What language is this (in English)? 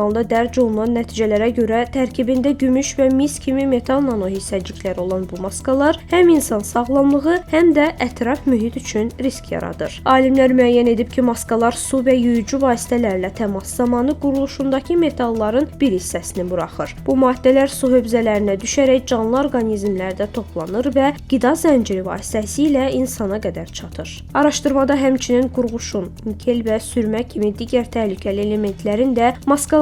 Azerbaijani